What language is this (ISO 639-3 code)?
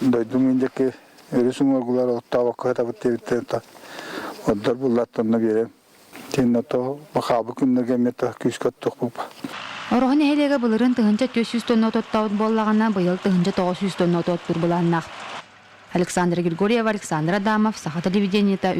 sah